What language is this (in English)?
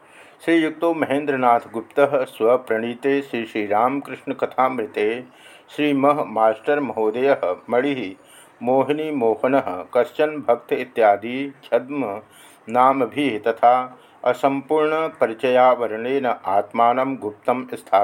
Sanskrit